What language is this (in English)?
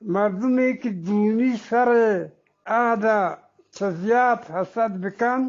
Eastern Balochi